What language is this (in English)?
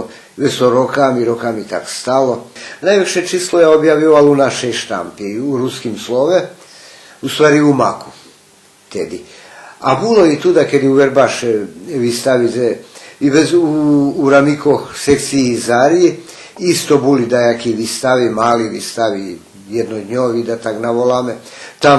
Rusyn